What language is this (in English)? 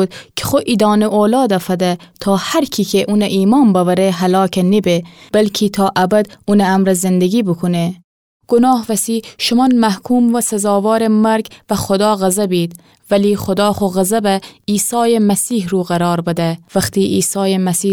Gilaki